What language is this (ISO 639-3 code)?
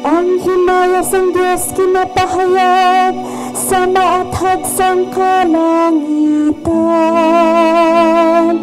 hil